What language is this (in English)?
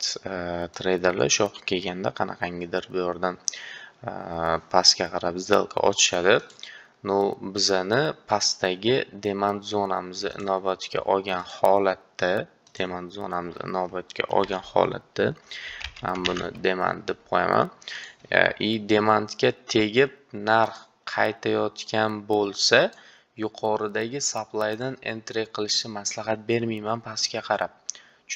Uzbek